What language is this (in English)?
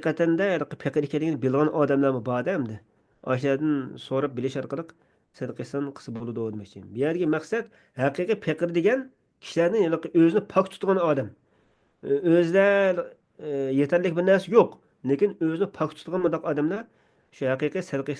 Uyghur